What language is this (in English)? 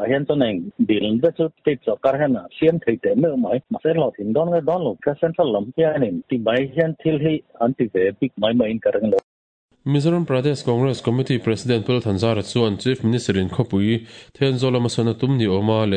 Mizo